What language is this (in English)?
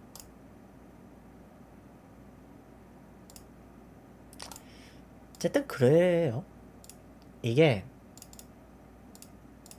Korean